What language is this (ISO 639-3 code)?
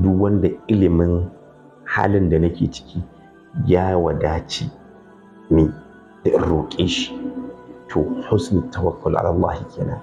hau